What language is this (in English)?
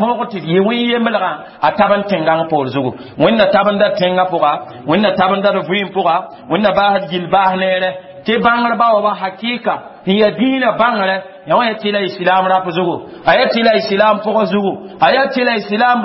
Mossi